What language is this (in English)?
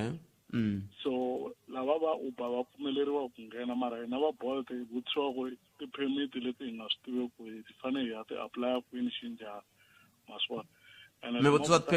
Tsonga